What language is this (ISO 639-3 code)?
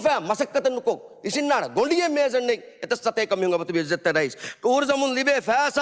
div